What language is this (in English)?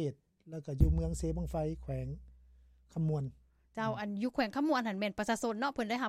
Lao